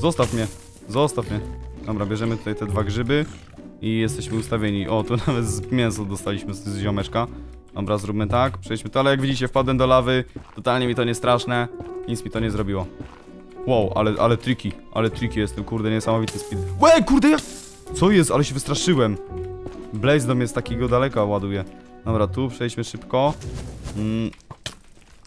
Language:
Polish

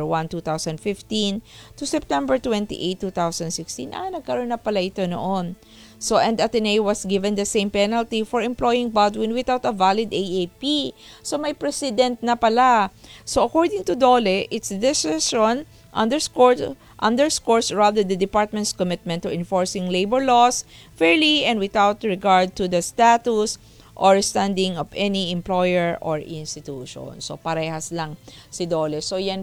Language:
Filipino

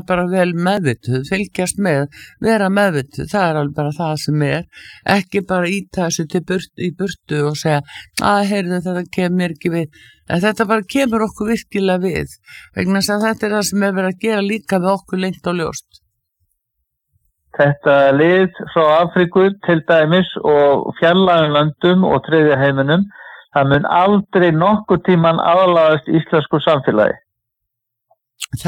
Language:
Icelandic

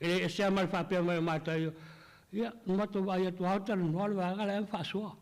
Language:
Samoan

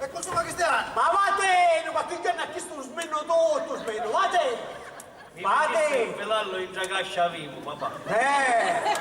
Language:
Sicilian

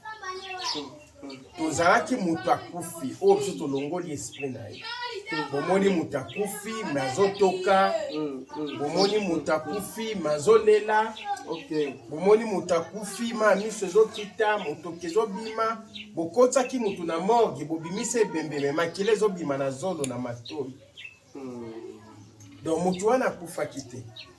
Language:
Lingala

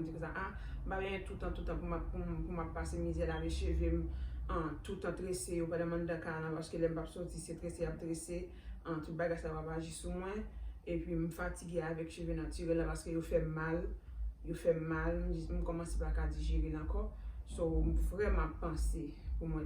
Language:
Haitian Creole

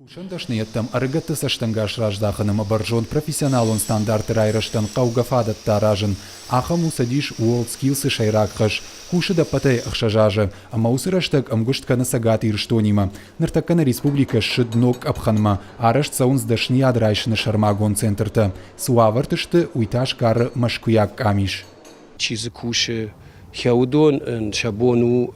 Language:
Ossetic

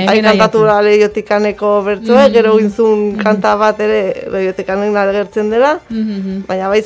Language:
Basque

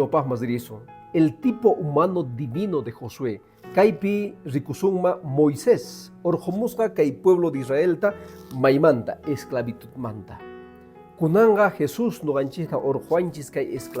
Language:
Quechua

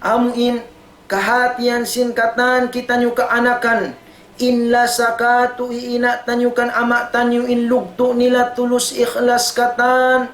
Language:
Tausug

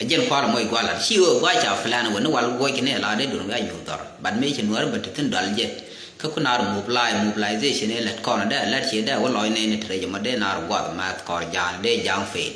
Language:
Nuer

